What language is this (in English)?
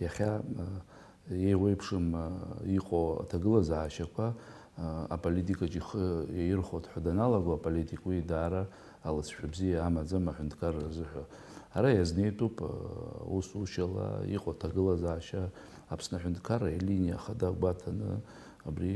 Abkhazian